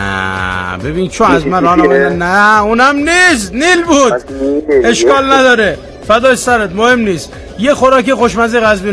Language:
Persian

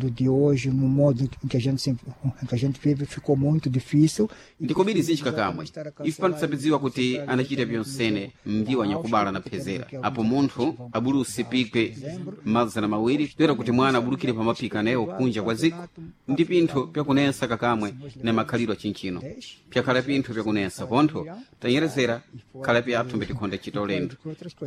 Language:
Sena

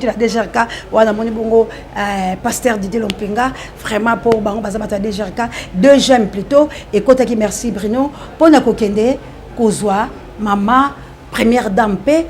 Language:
Lingala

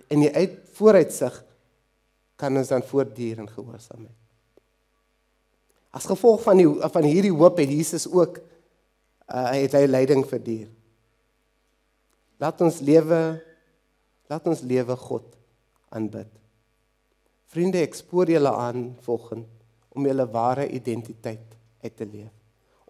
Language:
Afrikaans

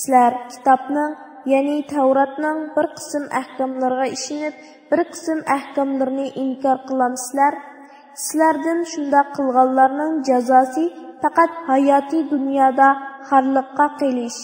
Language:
Uyghur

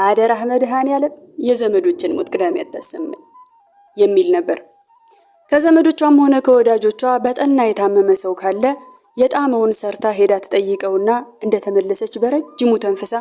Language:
Amharic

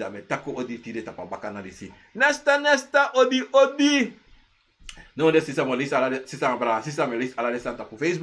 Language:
Sranan Tongo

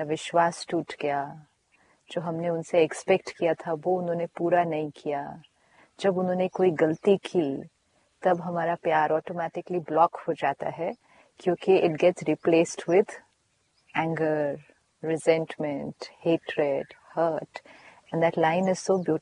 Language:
Hindi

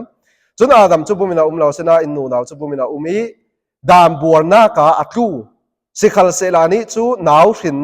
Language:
Falam Chin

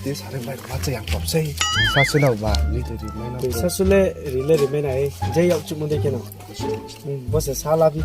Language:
Riang (India)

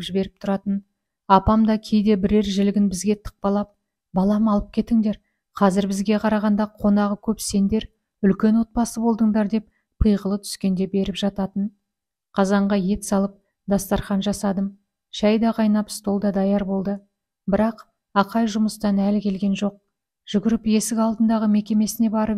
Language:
Kazakh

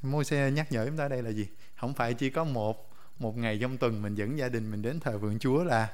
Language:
Vietnamese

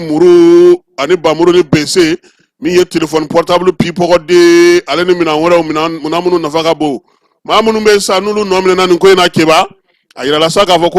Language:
Bambara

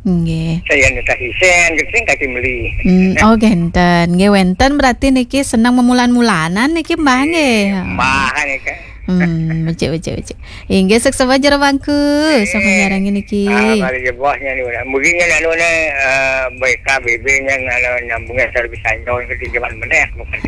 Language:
Balinese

